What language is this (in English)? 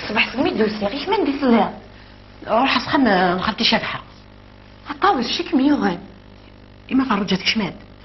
Kabyle